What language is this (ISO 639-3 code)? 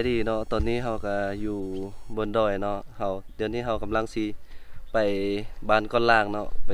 lao